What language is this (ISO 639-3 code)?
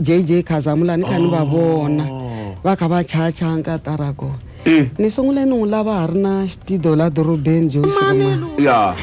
tso